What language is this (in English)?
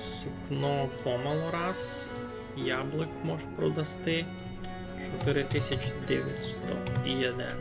Rusyn